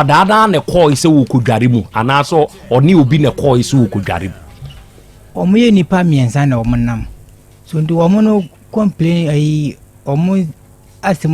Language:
Akan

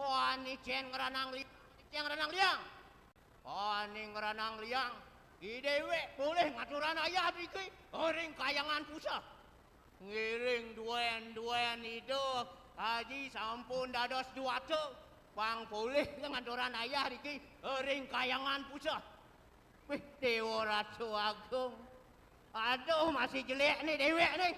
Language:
Balinese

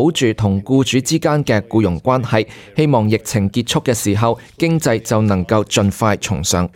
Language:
Cantonese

